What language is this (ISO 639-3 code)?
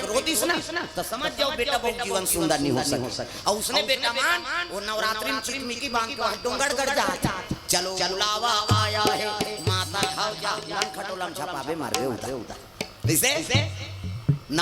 hne